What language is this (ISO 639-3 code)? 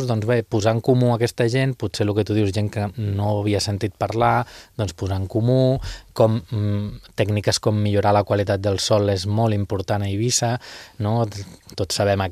cat